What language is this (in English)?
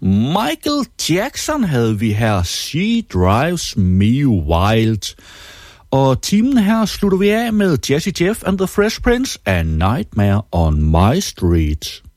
Danish